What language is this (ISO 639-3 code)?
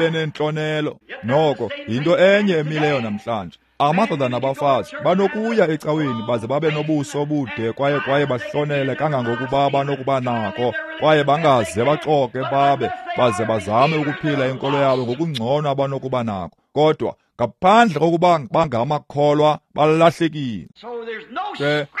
xho